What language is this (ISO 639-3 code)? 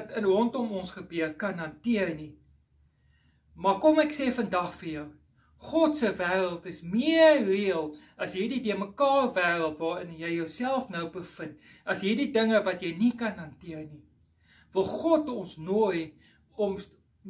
afr